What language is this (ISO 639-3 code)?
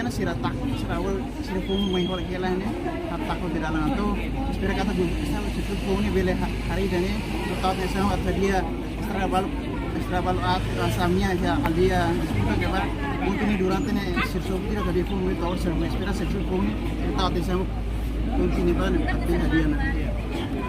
tet